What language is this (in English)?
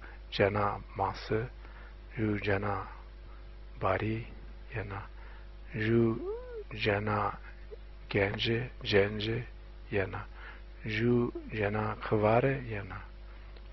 Zaza